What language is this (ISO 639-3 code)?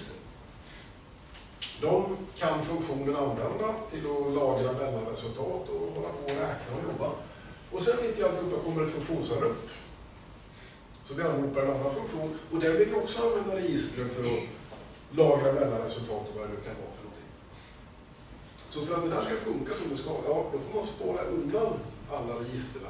swe